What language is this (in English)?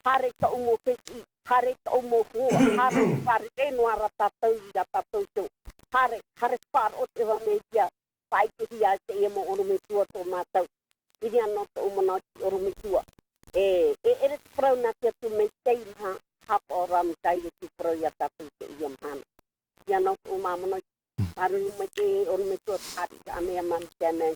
Tahitian